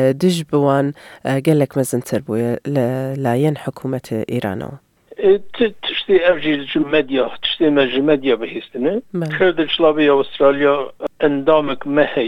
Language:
Kurdish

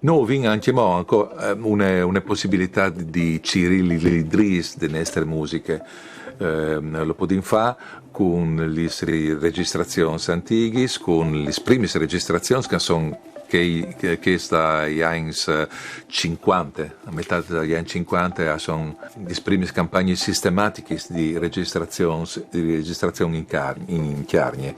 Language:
Friulian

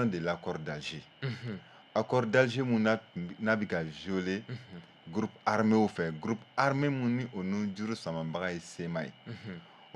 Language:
Bambara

